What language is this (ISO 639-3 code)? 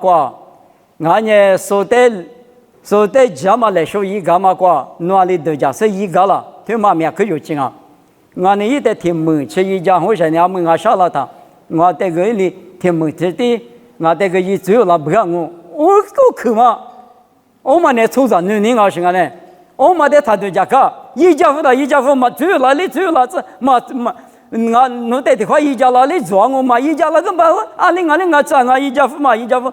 lis